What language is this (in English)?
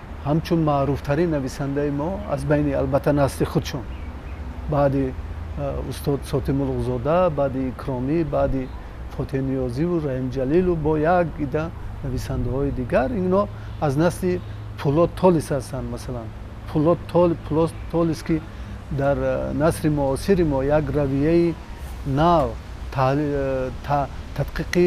Tajik